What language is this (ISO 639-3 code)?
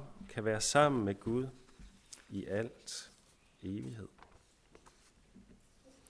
dan